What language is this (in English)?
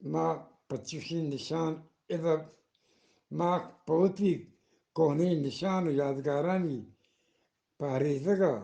Eastern Balochi